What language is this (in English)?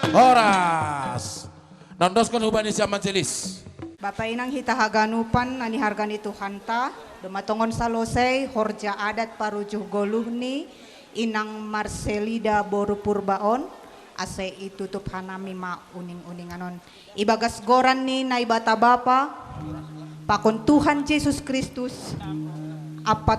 Batak Simalungun